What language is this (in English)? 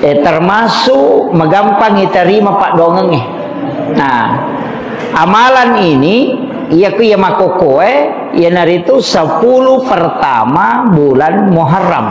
Buginese